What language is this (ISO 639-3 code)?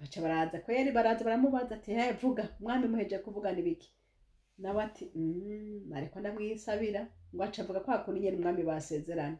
run